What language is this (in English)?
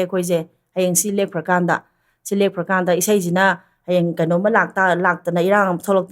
Manipuri